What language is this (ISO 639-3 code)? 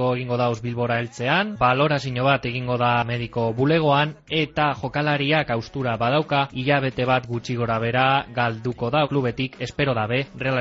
eus